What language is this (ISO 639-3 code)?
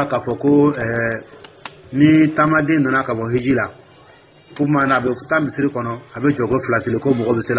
dyu